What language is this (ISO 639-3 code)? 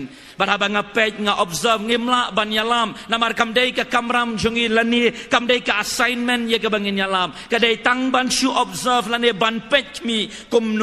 kha